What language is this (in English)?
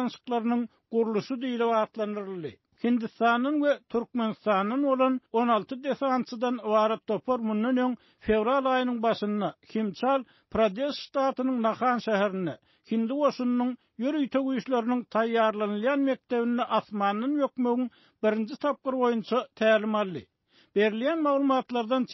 Turkmen